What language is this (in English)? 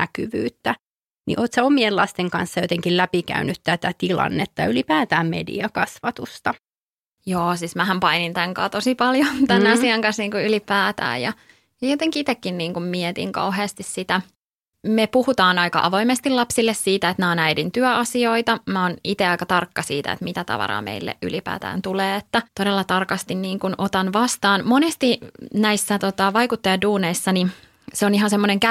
Finnish